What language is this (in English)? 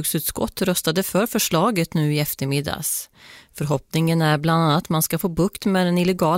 Swedish